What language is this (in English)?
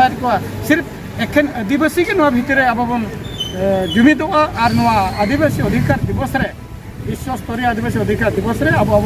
Santali